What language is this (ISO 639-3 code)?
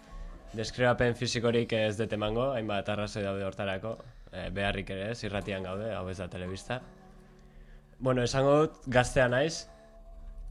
eus